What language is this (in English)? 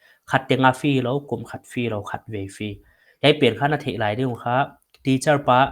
Paite Chin